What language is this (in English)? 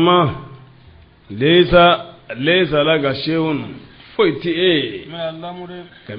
Bambara